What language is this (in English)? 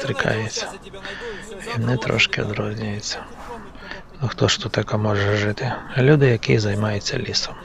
Ukrainian